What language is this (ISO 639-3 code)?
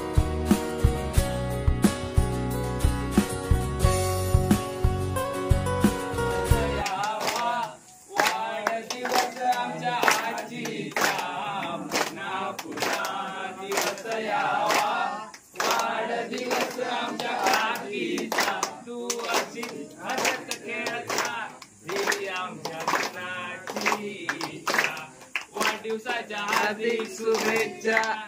mar